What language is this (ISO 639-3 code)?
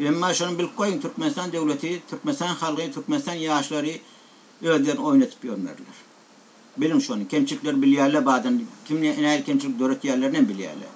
tuk